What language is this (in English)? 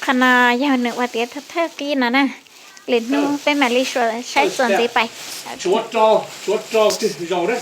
Hmong